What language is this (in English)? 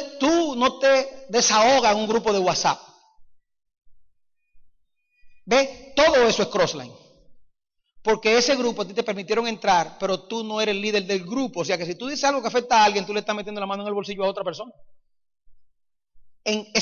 Spanish